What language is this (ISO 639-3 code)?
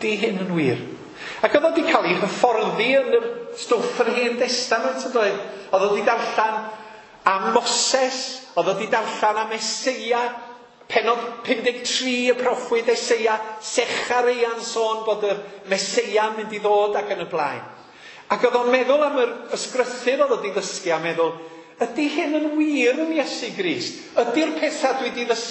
cym